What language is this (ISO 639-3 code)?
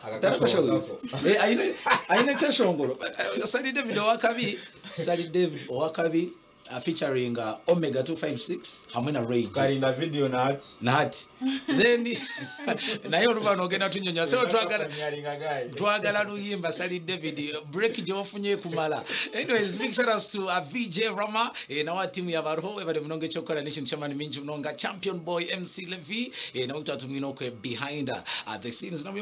nyn